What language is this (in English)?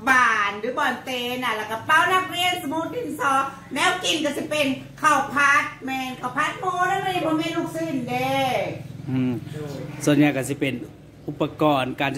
Northeastern Thai